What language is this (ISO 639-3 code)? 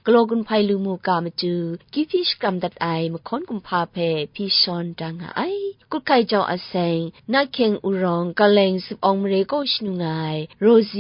kac